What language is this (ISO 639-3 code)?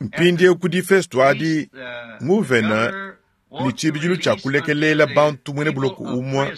lua